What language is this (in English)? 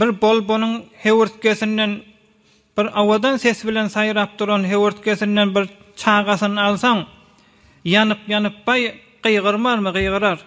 Turkmen